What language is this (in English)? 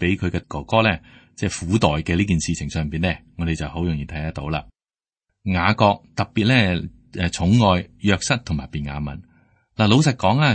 Cantonese